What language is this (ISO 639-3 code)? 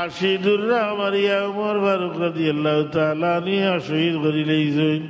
syl